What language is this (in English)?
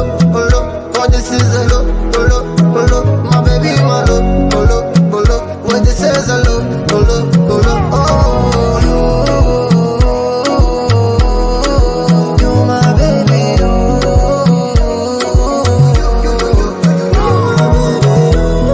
Arabic